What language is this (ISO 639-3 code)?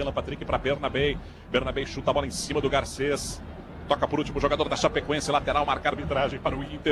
por